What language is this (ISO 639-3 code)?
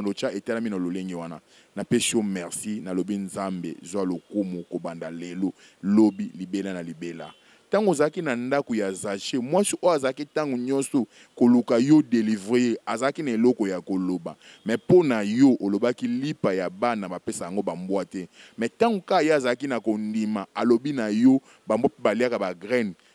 lin